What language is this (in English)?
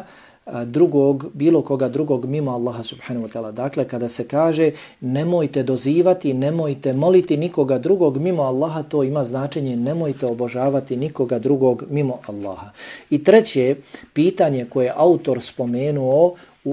Bosnian